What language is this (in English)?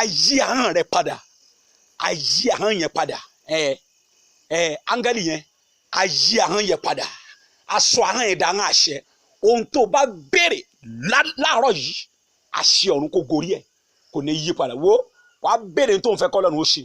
Yoruba